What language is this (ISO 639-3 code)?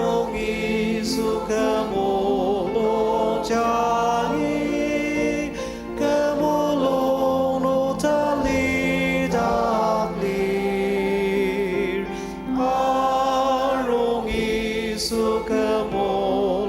njo